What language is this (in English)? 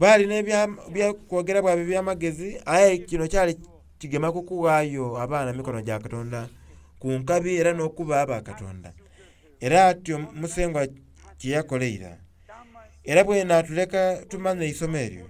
Soga